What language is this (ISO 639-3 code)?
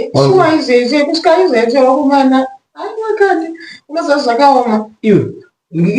sna